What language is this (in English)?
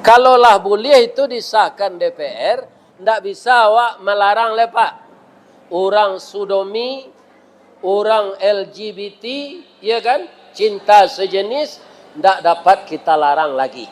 Minangkabau